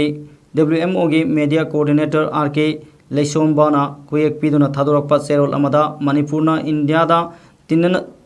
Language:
Manipuri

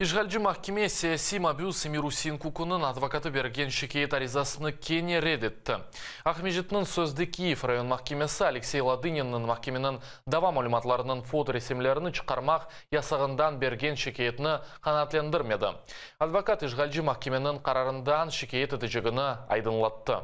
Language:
Crimean Tatar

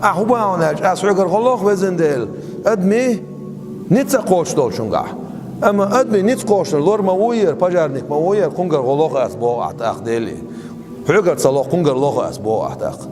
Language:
Chechen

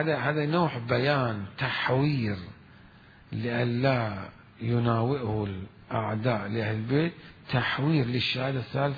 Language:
Mesopotamian Arabic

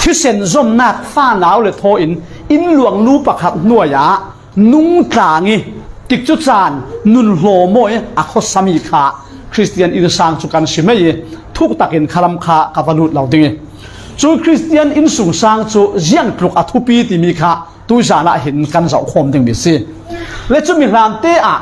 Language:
Falam Chin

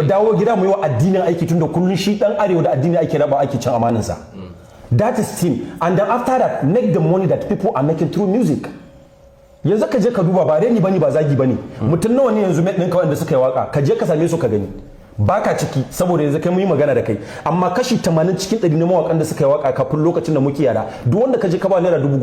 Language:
Hausa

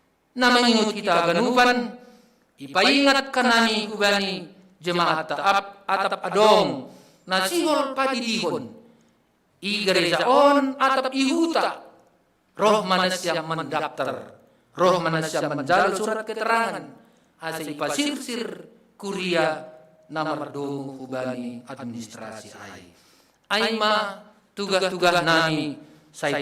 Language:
Batak Simalungun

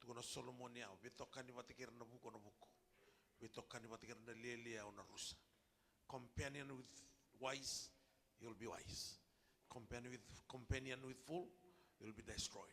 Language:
Fijian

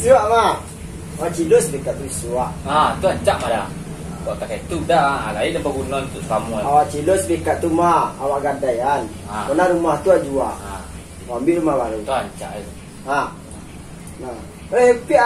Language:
Minangkabau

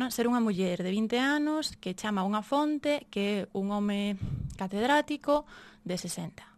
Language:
Galician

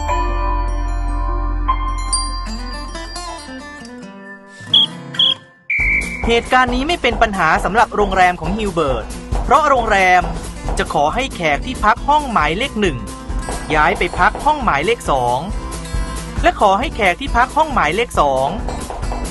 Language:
Thai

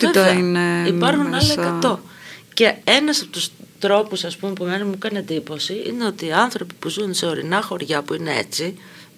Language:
Greek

